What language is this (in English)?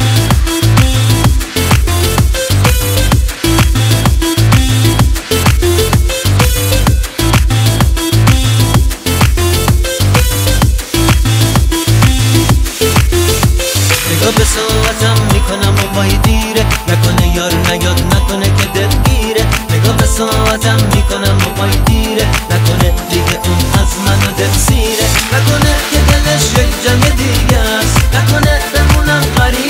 Persian